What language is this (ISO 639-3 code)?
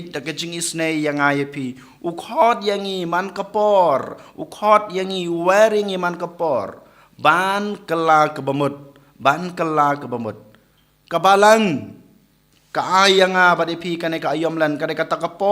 kha